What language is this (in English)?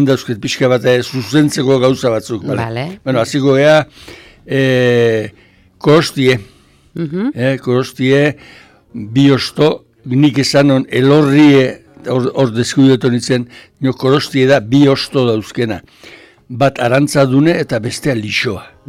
Basque